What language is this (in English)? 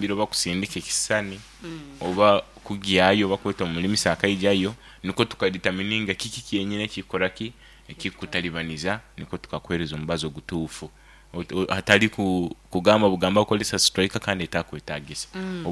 Nyoro